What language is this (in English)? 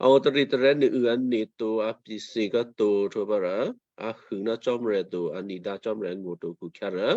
Western Kayah